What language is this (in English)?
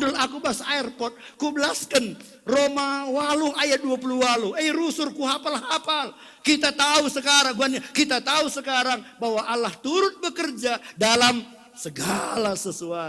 Batak Karo